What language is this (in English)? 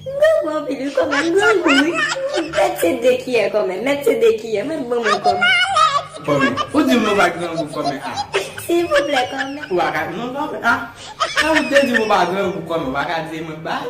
Haitian Creole